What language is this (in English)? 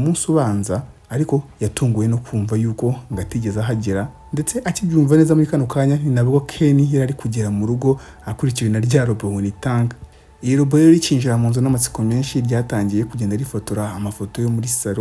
Kinyarwanda